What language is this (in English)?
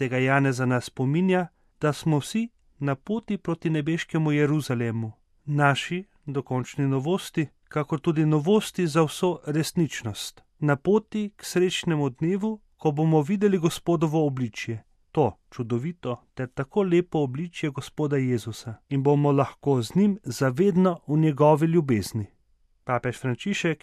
Slovenian